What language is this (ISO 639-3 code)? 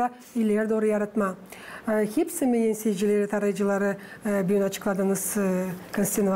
gag